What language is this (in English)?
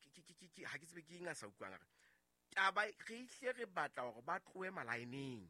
Southern Sotho